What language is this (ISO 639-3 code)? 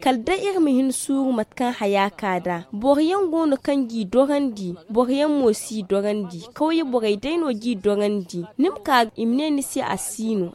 dje